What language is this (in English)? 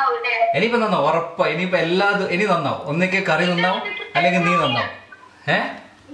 Malayalam